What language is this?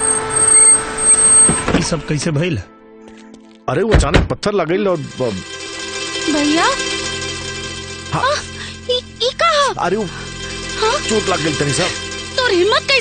Bhojpuri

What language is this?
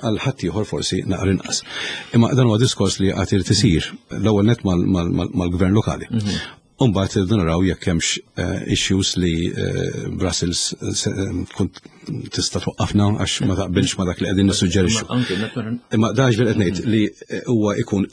Maltese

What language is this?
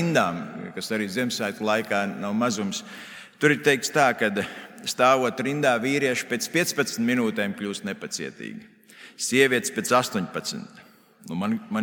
Latvian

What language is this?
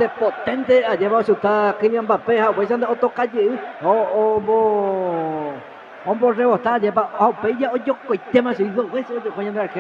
Guarani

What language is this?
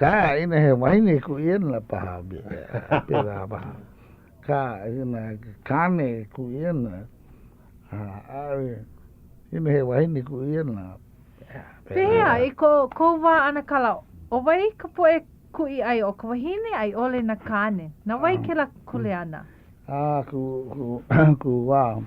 Hawaiian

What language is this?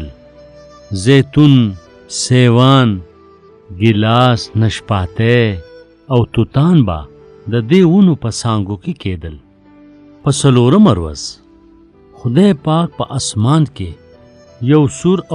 Pashto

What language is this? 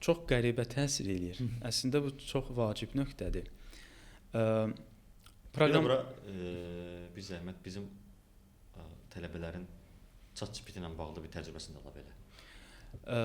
Azerbaijani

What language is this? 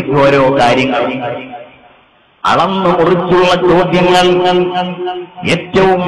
Malayalam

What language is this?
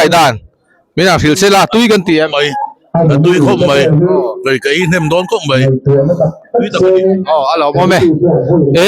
Mizo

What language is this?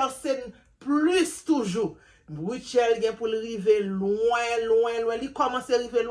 Haitian Creole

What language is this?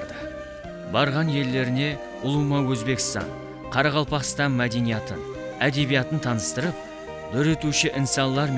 Kara-Kalpak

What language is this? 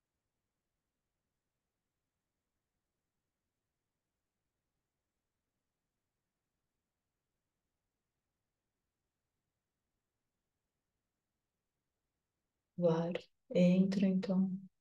Portuguese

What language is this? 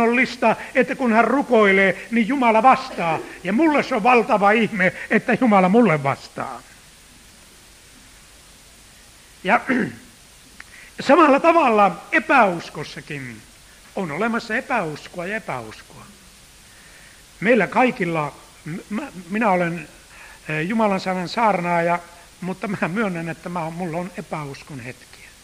Finnish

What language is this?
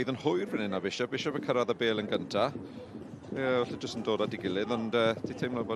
Welsh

